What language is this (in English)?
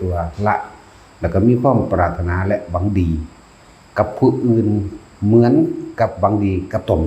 Northeastern Thai